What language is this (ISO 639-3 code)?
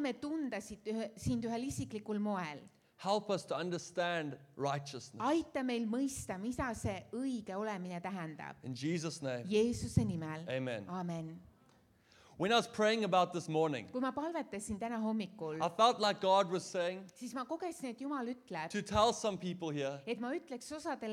est